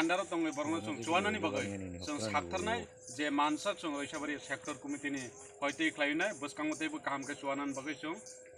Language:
Kok Borok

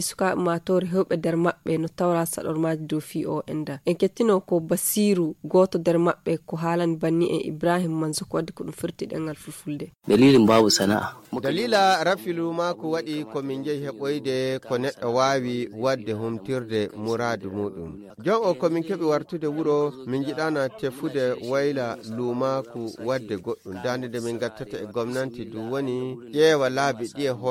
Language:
Nigerian Fulfulde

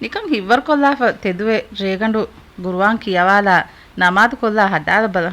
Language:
Divehi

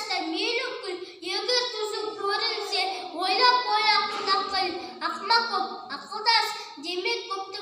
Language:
Kazakh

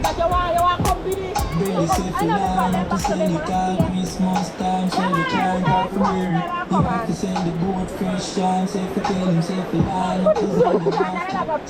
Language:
Jamaican Creole English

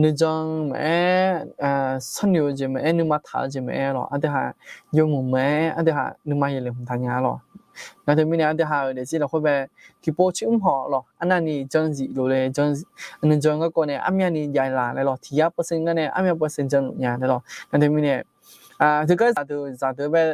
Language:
Akha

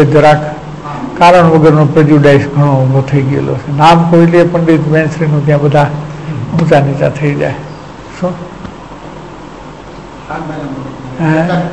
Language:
Gujarati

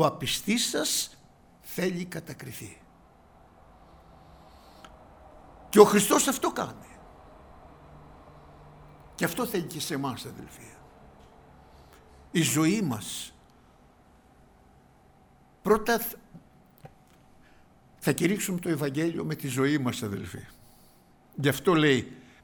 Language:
Greek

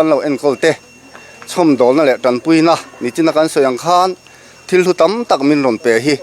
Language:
Mizo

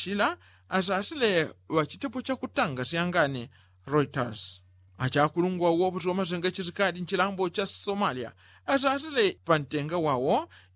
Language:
Yao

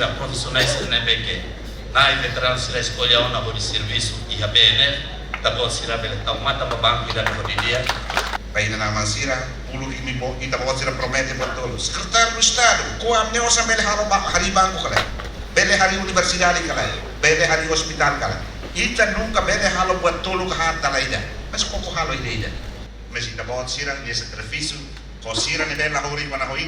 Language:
Tetum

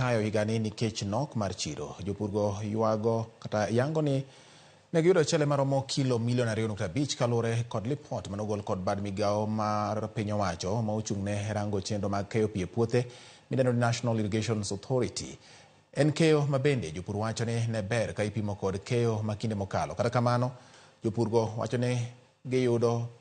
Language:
Luo (Kenya and Tanzania)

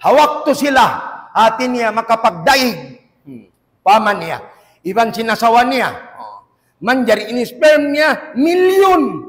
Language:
Tausug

